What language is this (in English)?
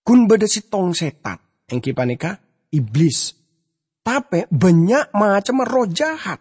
Madurese